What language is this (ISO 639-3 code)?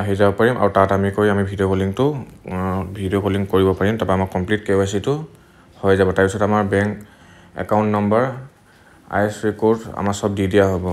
asm